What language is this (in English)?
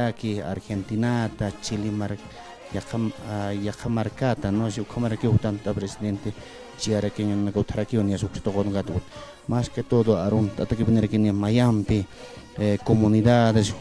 Aymara